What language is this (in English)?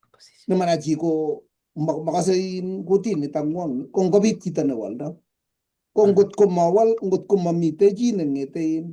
Kalenjin